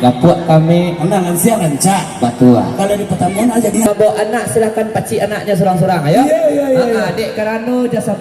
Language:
Minangkabau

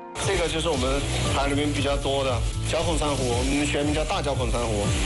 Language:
Chinese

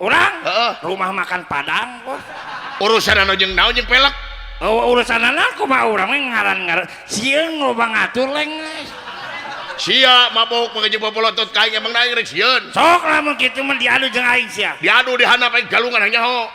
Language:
Sundanese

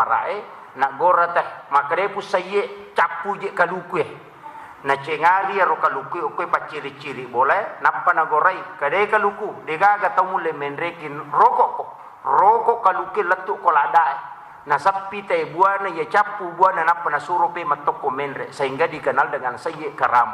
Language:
Buginese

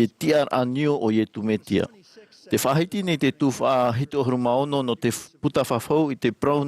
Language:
Tahitian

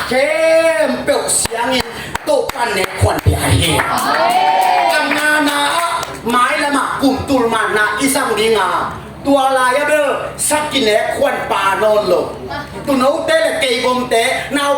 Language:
Tedim Chin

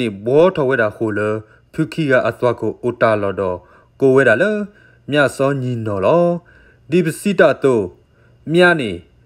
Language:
S'gaw Karen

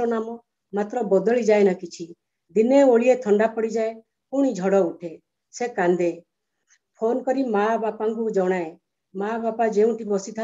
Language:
Odia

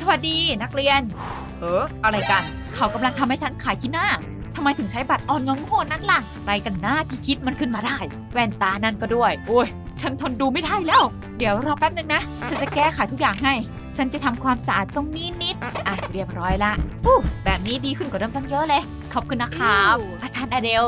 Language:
Thai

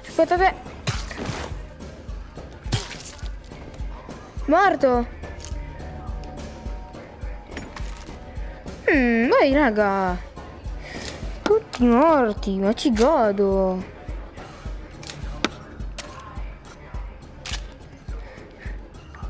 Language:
Italian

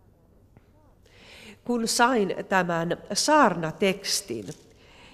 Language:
Finnish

